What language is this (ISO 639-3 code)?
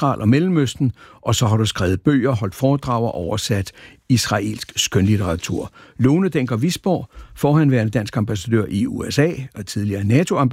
dan